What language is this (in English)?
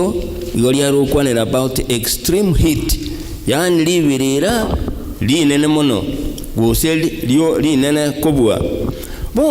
Gusii